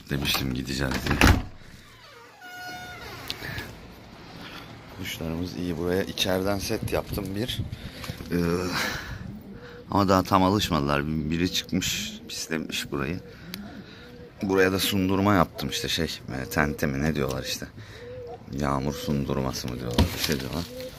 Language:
Turkish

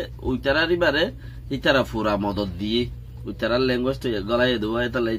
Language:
Rohingya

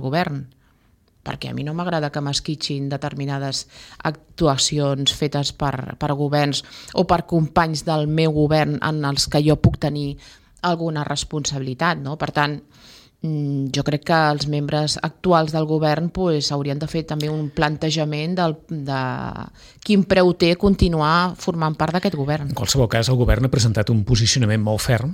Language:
Catalan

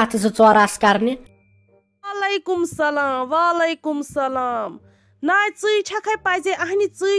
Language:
Kashmiri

